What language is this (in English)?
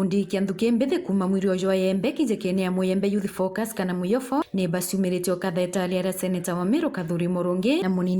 Meru